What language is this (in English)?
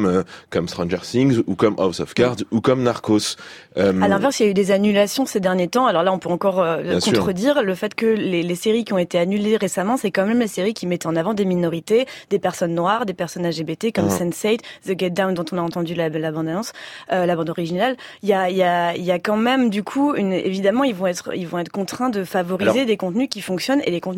French